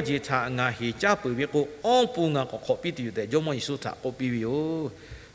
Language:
Lahu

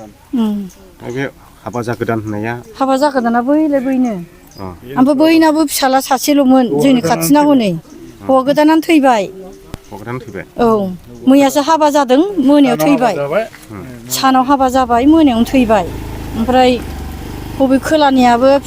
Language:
Bodo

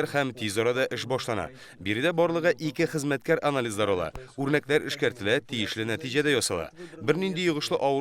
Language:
Tatar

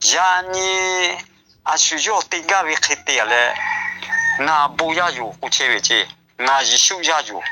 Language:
Lahu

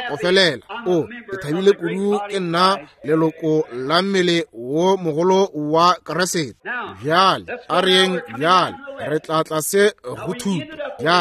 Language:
Northern Sotho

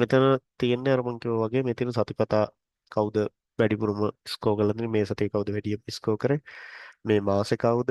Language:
Sinhala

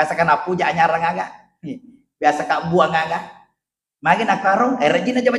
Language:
Buginese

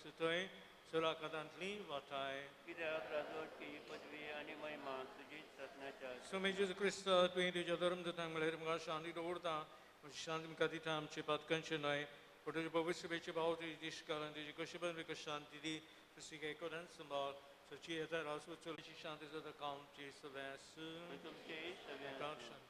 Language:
Konkani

